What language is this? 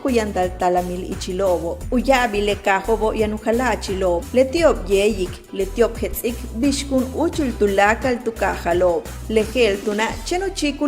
Yucateco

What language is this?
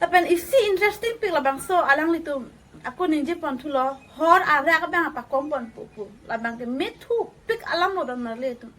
Karbi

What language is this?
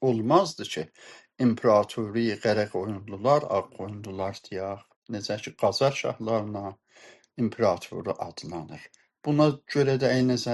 South Azerbaijani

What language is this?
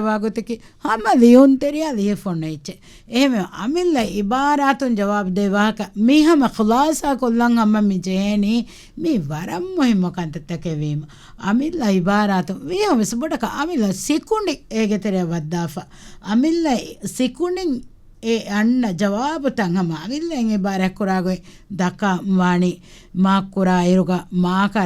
Divehi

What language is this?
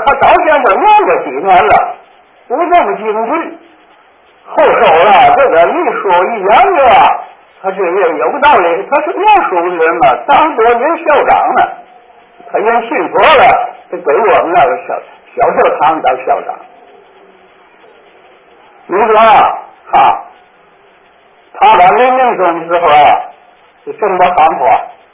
Chinese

